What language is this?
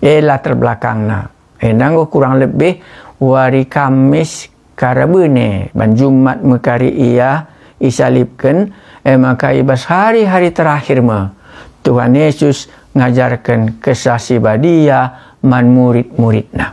Batak Karo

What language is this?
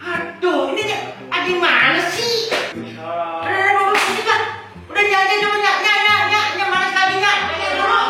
Betawi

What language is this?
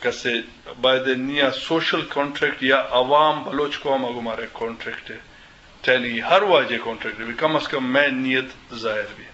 Eastern Balochi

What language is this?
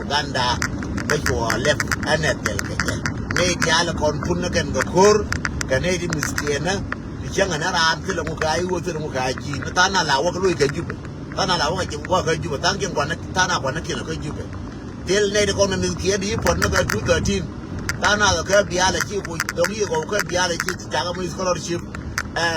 Nuer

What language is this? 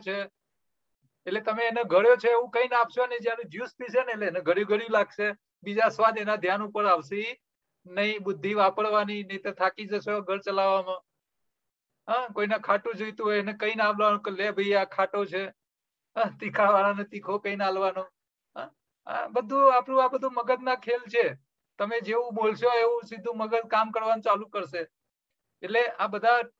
Gujarati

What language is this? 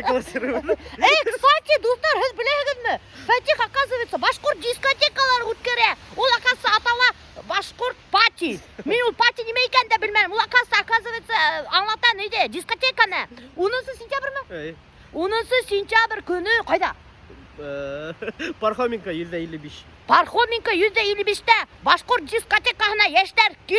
Bashkir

